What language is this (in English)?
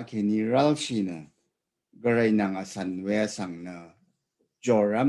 Rawang